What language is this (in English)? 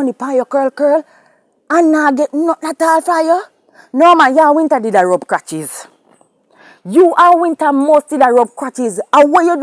Jamaican Creole English